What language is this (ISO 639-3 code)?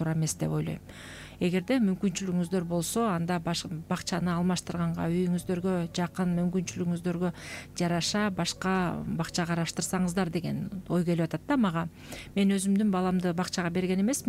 kir